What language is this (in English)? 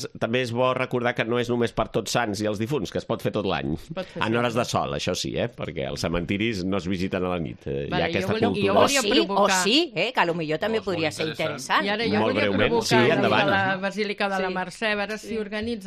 Catalan